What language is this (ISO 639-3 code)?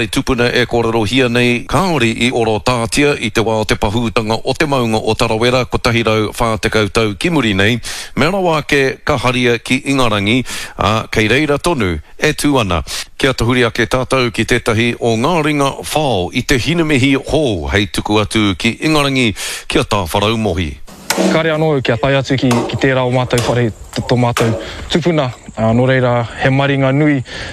mri